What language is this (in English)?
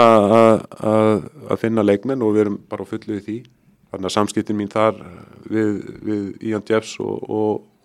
Icelandic